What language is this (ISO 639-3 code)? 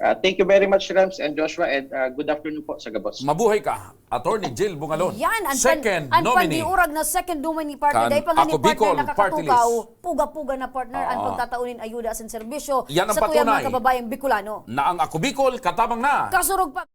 bik